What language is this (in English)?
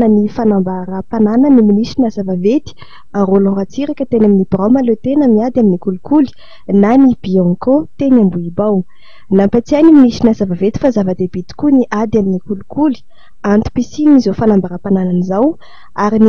Malagasy